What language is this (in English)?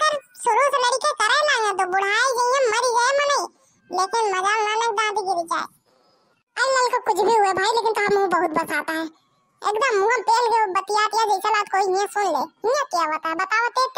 Bhojpuri